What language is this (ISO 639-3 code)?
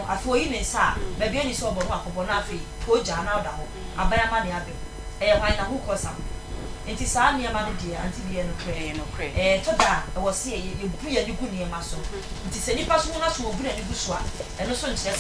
aka